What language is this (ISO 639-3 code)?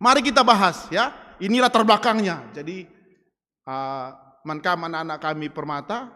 btx